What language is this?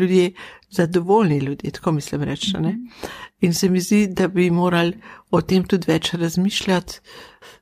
Slovenian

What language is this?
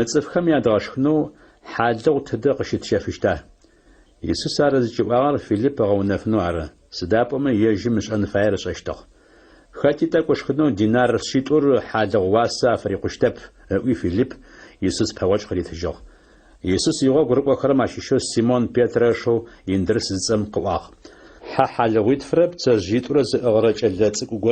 Adyghe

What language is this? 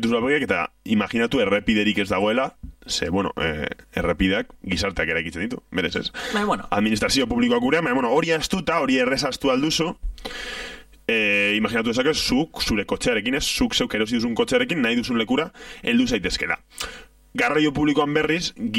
Basque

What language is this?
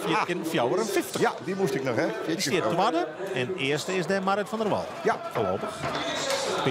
Western Frisian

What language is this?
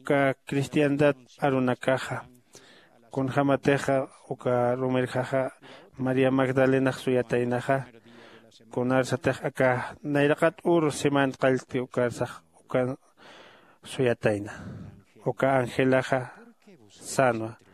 Aymara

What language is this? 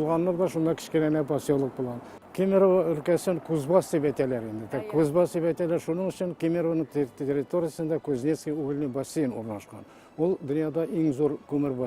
Tatar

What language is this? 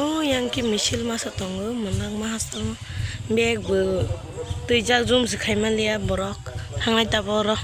Kok Borok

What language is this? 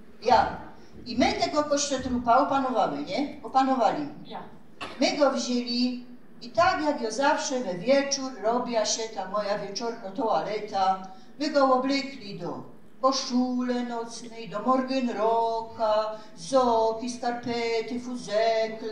Silesian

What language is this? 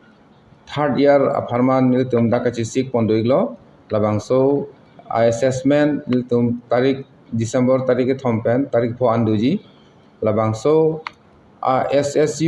Karbi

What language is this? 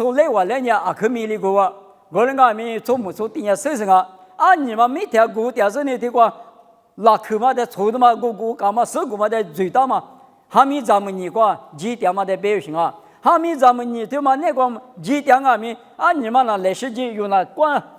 Lisu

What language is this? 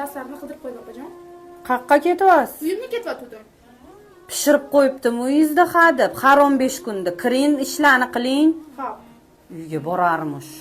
Uzbek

